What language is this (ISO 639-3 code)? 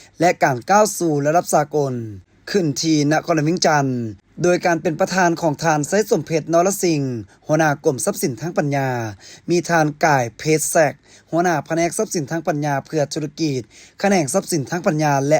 lao